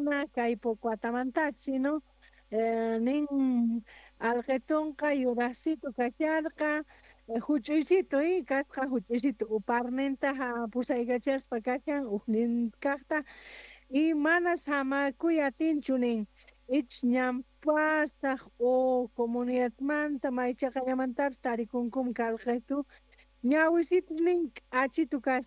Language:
Quechua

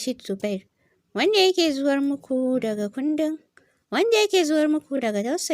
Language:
Hausa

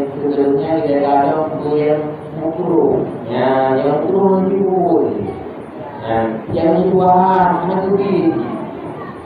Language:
Achinese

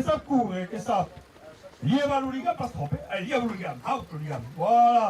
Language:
Occitan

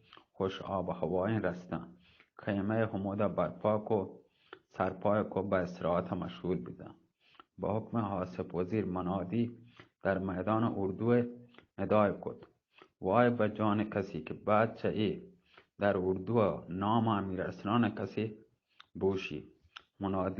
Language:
Eastern Balochi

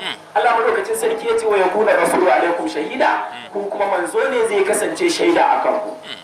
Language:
Hausa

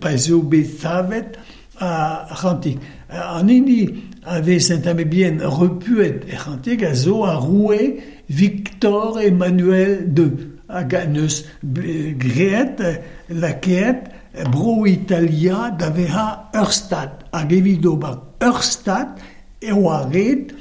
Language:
Breton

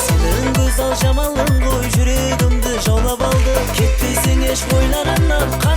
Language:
Kara-Kalpak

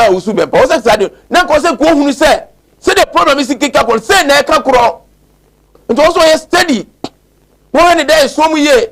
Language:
Akan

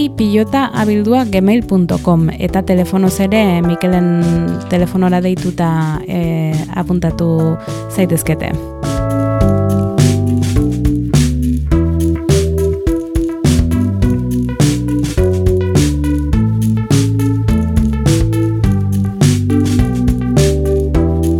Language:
Basque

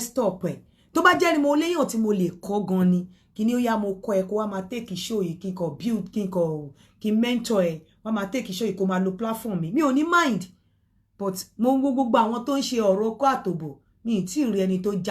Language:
Yoruba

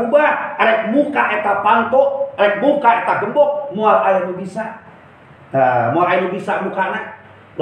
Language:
Sundanese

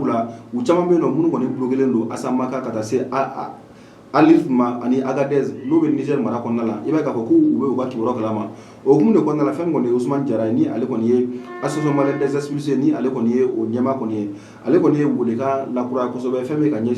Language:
Bambara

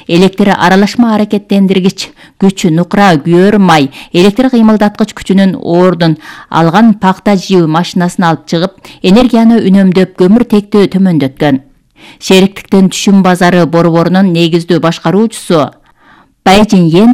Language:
Kyrgyz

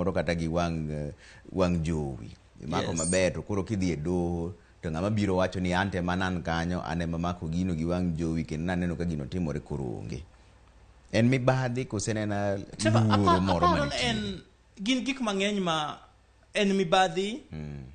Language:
Luo (Kenya and Tanzania)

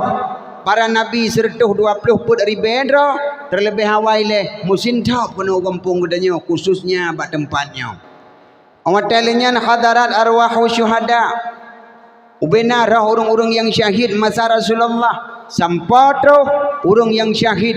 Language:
Achinese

